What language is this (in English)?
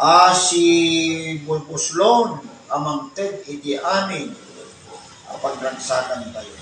Iloko